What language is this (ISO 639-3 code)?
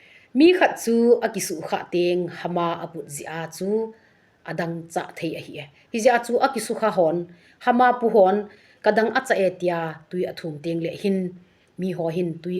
tcz